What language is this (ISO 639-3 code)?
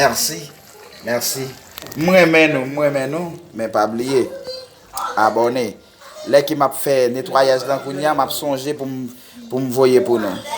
hat